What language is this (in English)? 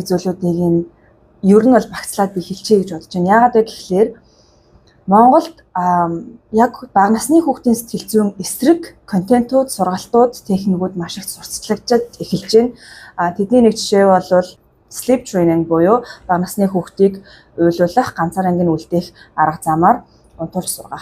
Mongolian